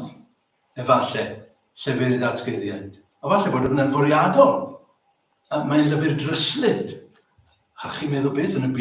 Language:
Welsh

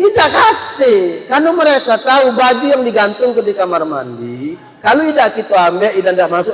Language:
Musi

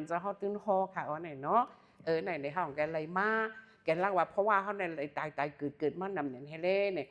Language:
Shan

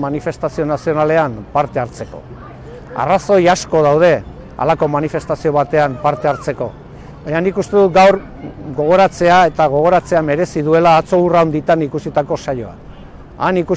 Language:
Basque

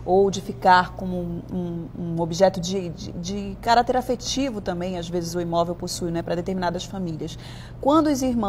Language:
Portuguese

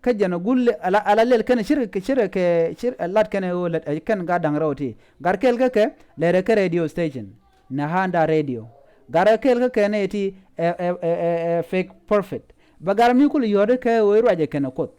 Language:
Nuer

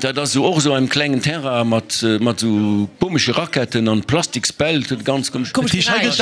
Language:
Luxembourgish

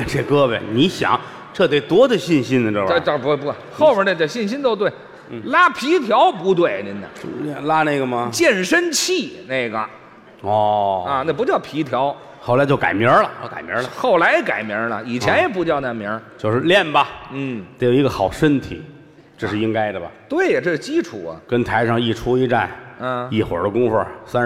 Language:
Chinese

